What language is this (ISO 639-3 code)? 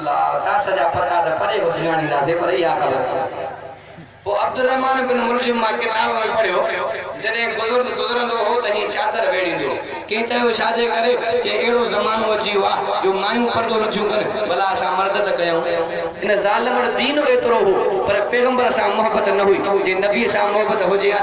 snd